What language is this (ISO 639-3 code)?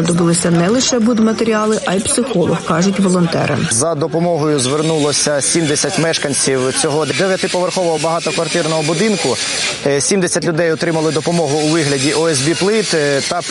ukr